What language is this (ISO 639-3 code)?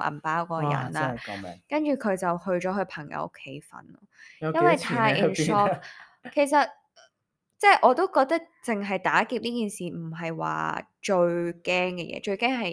yue